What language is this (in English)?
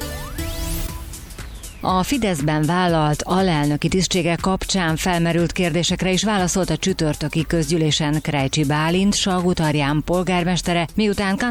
Hungarian